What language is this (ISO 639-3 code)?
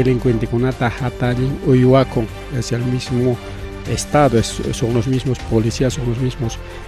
quy